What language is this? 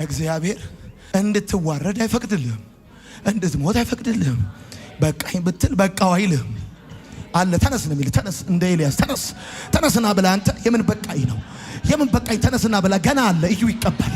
Amharic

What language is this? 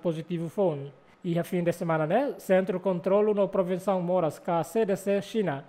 Tetum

